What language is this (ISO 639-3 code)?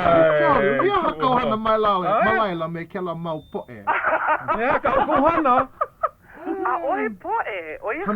haw